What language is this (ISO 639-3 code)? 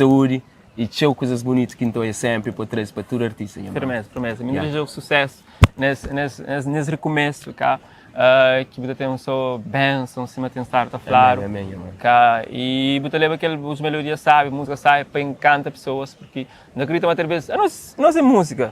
kea